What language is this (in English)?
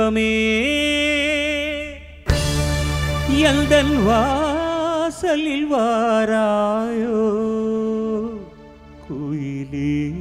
Tamil